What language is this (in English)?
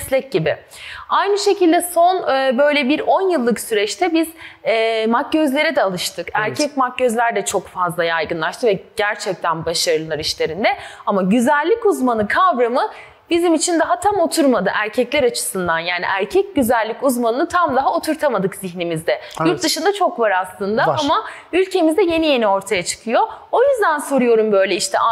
Turkish